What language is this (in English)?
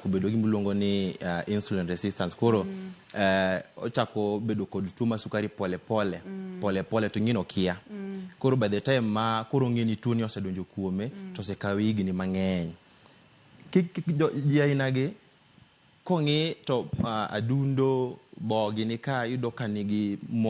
Luo (Kenya and Tanzania)